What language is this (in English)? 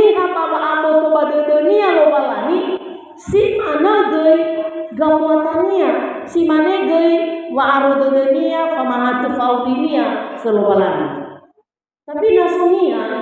Nias